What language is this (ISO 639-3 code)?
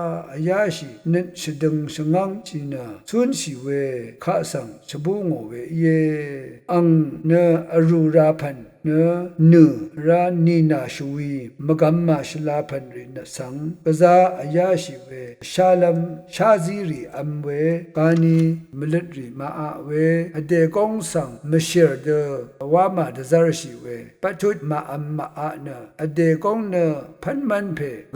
raw